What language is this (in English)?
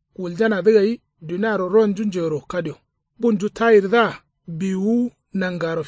Kanuri